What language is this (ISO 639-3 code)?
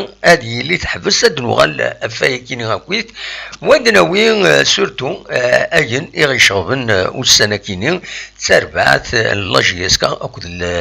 kab